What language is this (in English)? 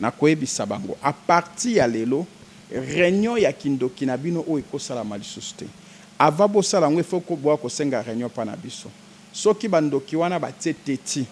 Lingala